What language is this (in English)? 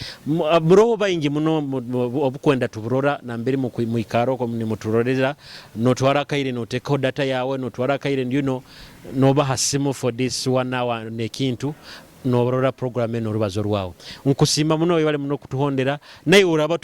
Nyoro